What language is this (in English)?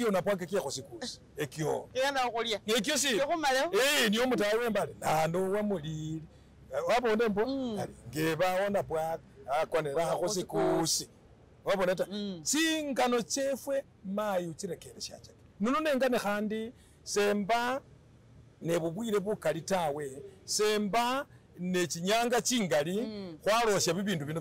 Masaaba